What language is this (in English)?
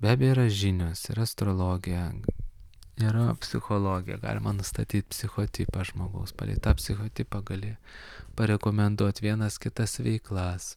Lithuanian